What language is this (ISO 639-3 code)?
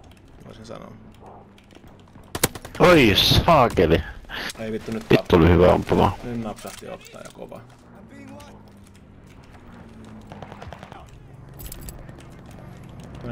fin